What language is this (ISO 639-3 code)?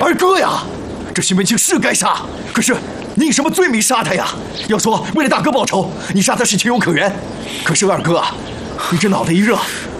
zho